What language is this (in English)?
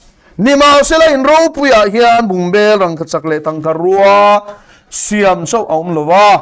Mizo